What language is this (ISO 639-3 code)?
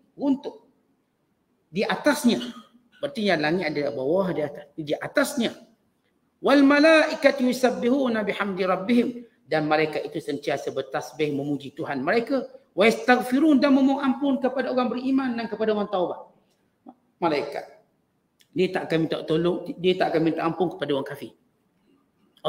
msa